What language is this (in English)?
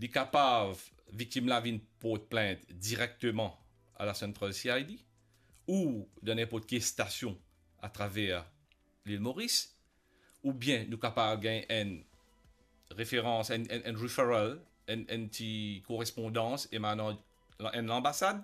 Morisyen